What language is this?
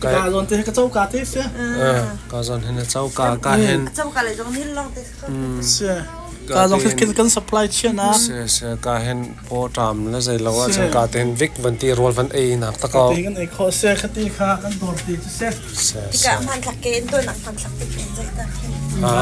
Hakha Chin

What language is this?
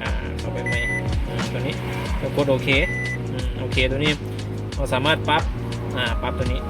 Lao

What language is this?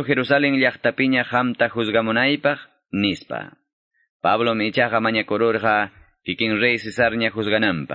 Quechua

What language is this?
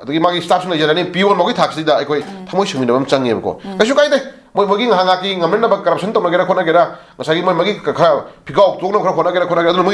Manipuri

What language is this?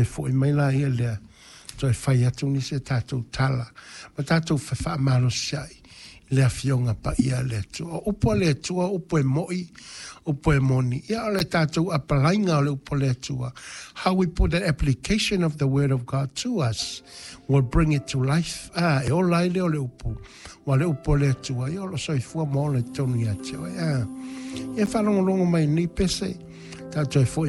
Samoan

